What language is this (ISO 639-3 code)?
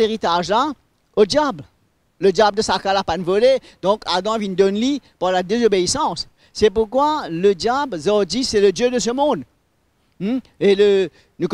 mfe